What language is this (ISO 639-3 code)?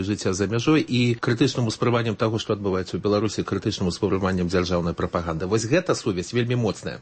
bel